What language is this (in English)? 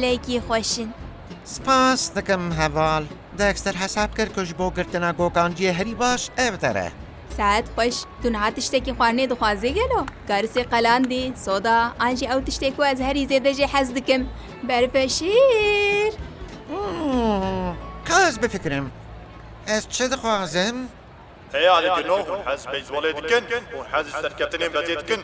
Kurdish